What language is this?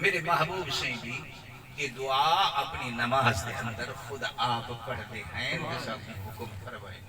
Saraiki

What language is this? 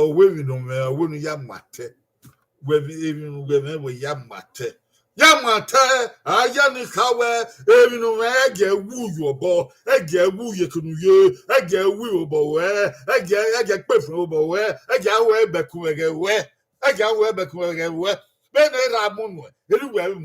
Bini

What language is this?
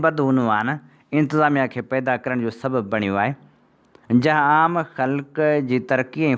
Sindhi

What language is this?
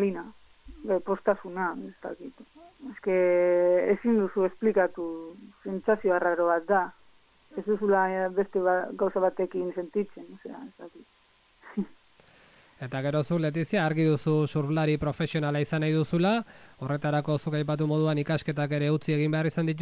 Basque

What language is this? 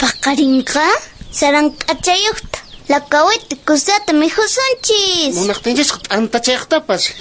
Quechua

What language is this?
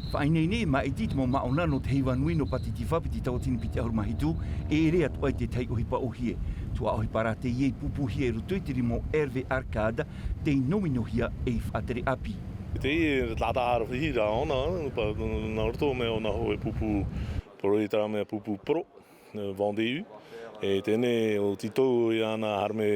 Tahitian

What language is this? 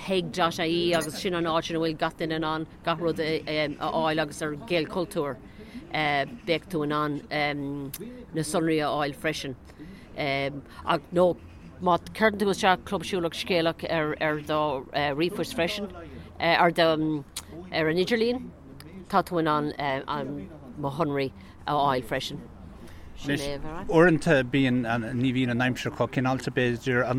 Irish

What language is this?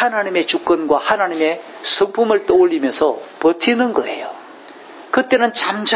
Korean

